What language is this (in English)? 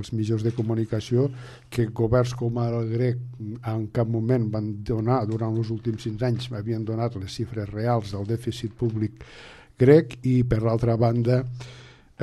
Catalan